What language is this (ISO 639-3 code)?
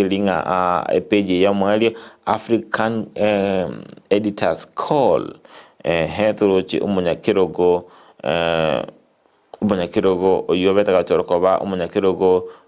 guz